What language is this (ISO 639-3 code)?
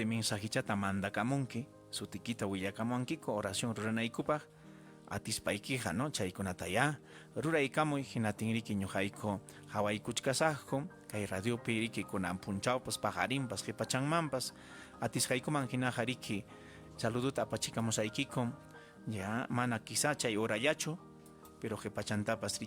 quy